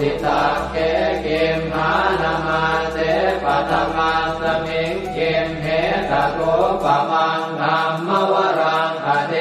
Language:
Pali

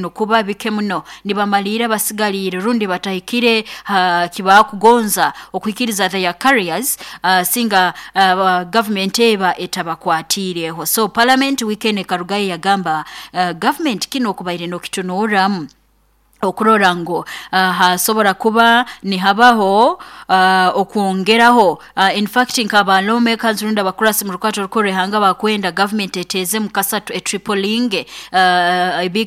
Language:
Nyoro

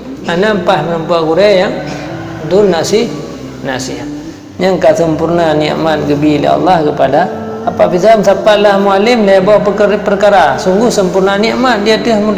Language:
Achinese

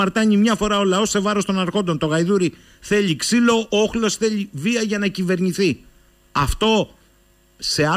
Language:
Greek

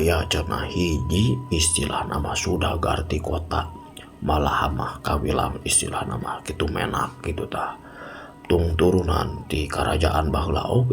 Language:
Sundanese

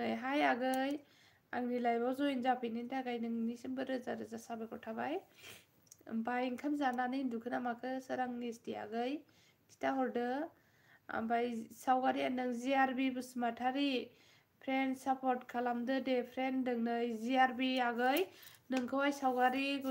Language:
Bodo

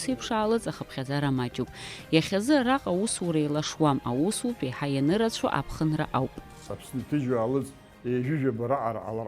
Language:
Abkhazian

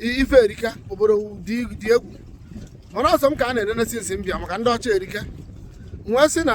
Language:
Igbo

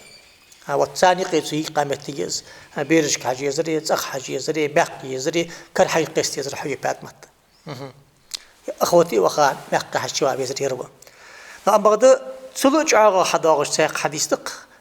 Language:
Ingush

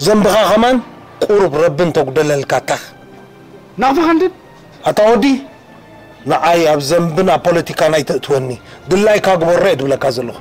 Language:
Tigrinya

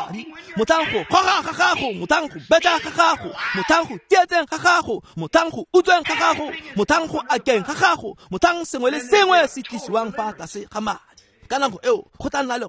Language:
Tswana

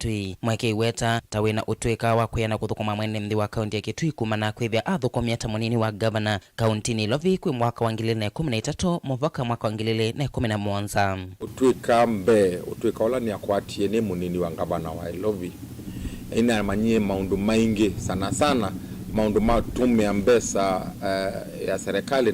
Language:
Kamba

